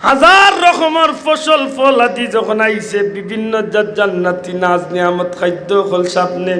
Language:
Sylheti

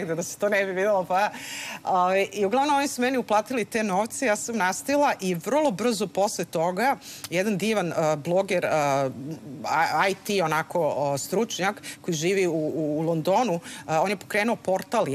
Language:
Serbian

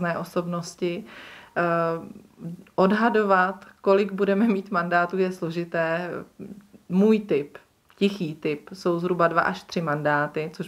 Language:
Czech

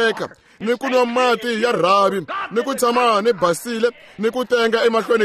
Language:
Tsonga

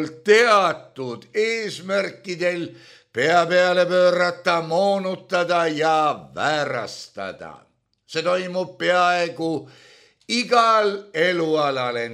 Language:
Estonian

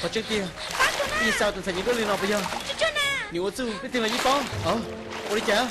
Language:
Hmong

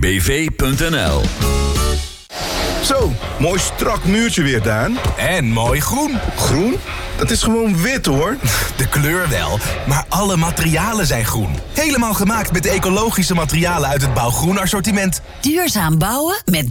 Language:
Dutch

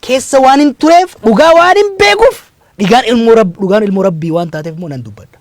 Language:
Oromo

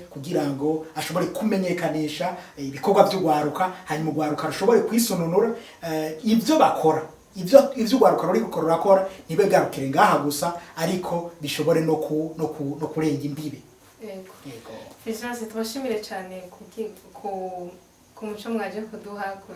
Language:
Rundi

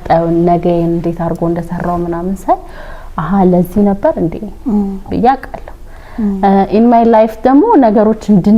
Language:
Amharic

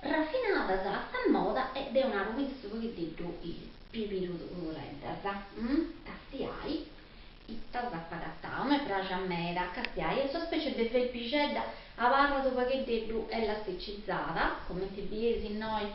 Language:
Sardinian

